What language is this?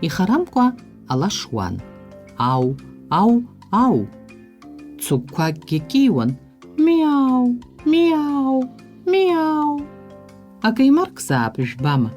Abkhazian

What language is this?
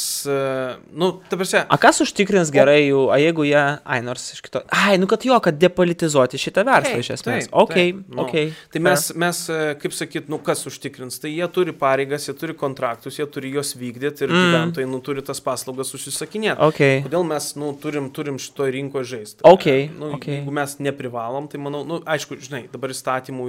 Lithuanian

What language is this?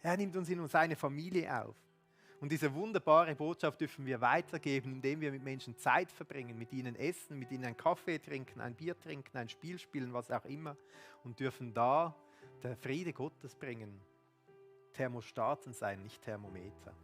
Swiss German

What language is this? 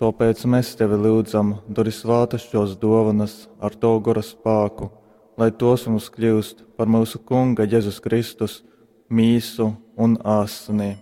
Latgalian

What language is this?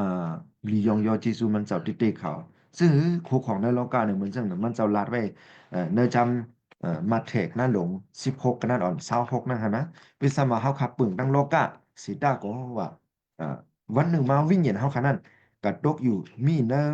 Shan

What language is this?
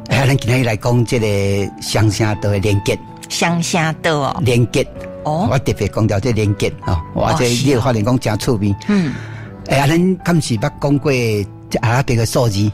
Min Nan Chinese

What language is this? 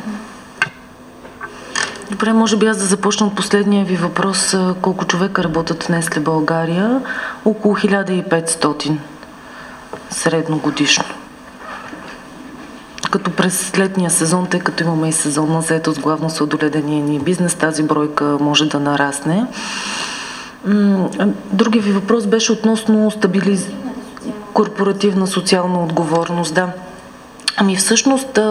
Bulgarian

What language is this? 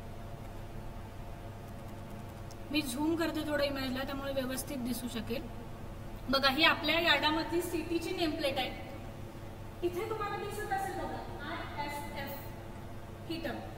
Marathi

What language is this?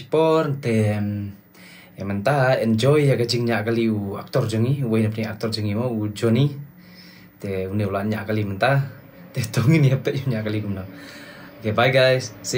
Khasi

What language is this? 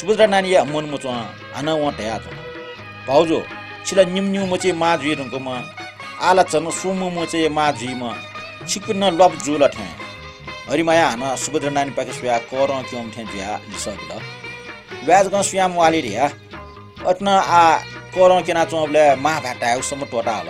Newari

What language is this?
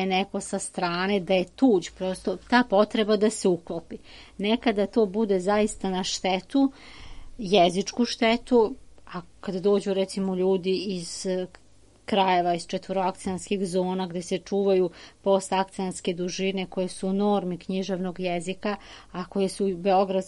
Serbian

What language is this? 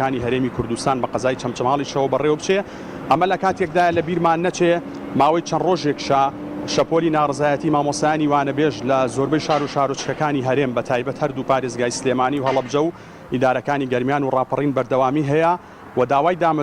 Central Kurdish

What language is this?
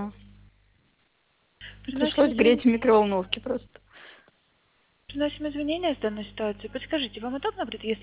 Russian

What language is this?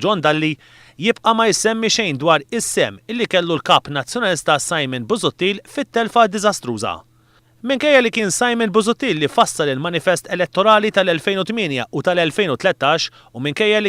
Maltese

